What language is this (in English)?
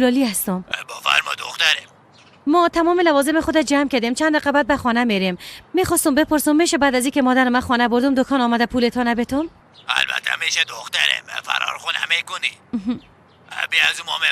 Persian